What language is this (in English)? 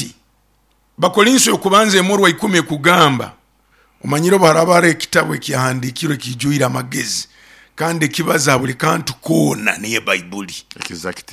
Nyoro